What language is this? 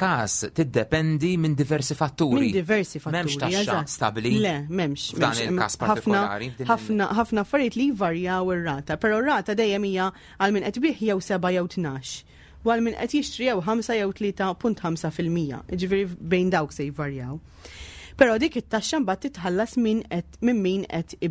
Maltese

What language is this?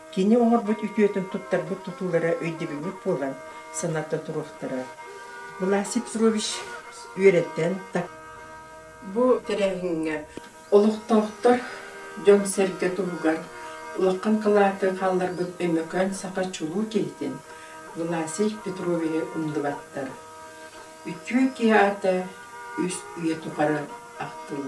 Yakut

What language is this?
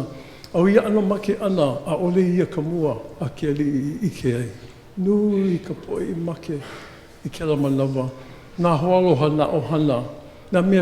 Hawaiian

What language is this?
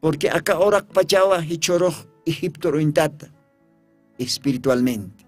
Aymara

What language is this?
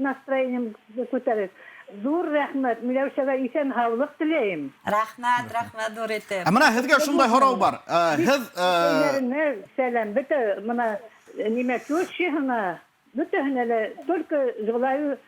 Bashkir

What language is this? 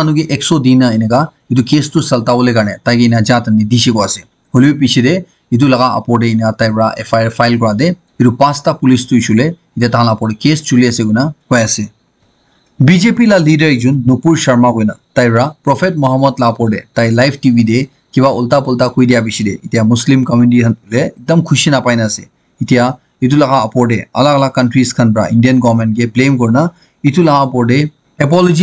Naga Pidgin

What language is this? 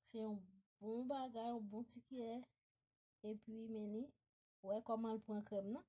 Haitian Creole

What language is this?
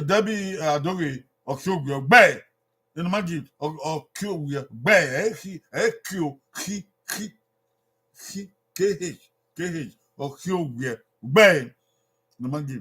Bini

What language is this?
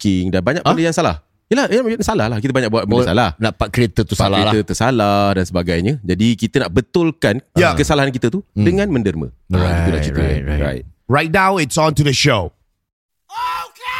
Malay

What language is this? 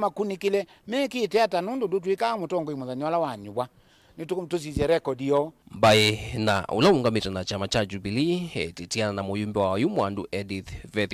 Kamba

